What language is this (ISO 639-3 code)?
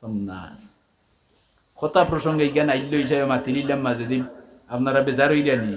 syl